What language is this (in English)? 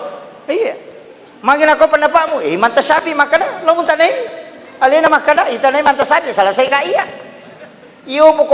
Buginese